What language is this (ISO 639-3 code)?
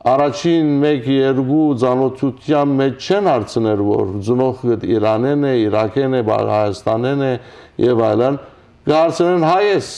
hyw